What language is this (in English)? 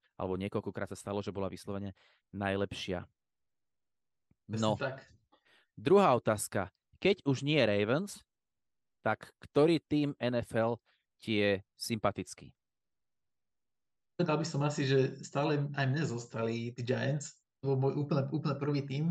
Slovak